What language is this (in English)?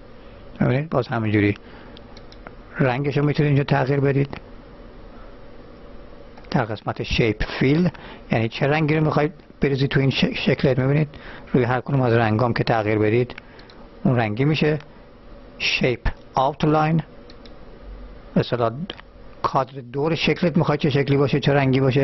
Persian